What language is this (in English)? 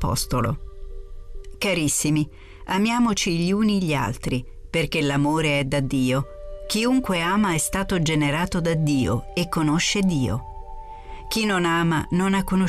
Italian